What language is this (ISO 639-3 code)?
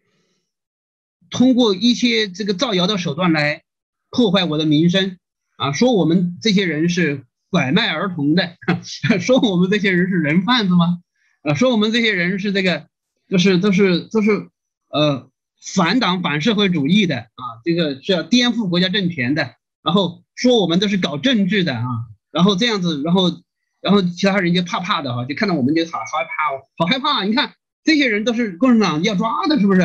zho